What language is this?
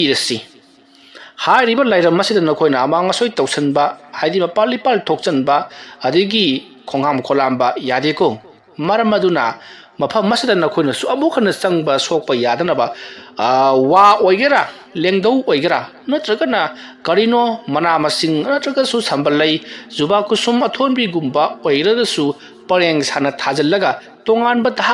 Manipuri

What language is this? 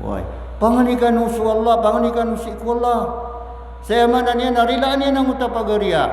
Maranao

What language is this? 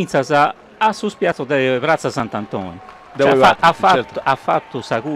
Sardinian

